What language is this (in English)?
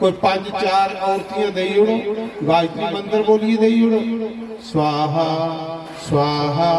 Dogri